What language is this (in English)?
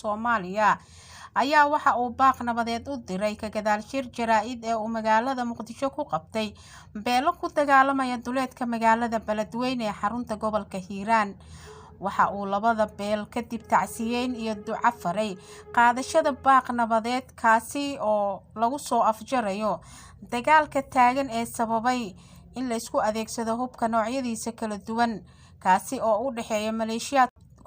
Somali